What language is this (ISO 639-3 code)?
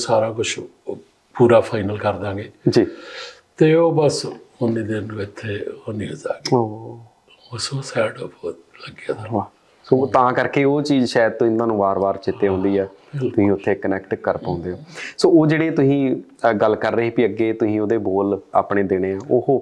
pan